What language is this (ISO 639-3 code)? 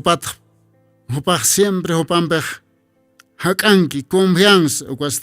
aym